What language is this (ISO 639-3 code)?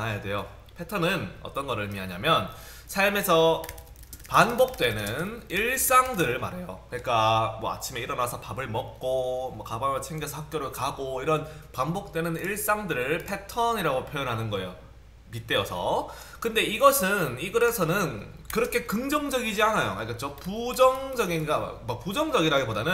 kor